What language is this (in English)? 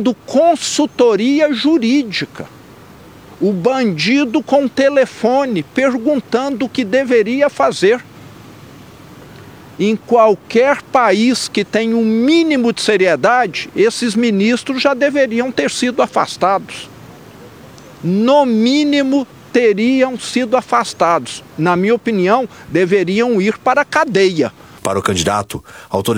Portuguese